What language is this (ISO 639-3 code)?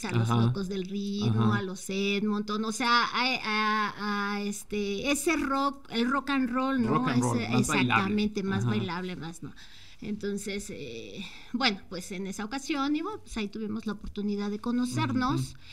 spa